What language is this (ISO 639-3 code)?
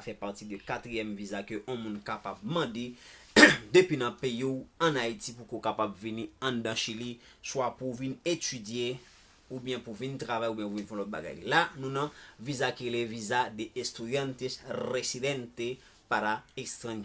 hat